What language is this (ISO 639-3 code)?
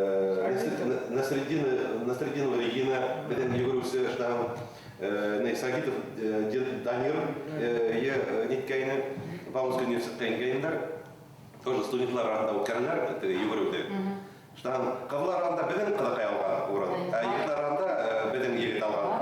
bak